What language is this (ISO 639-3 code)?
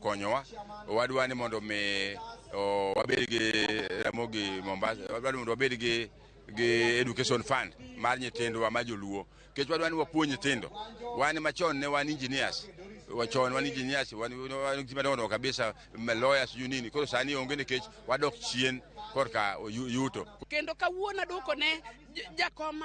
luo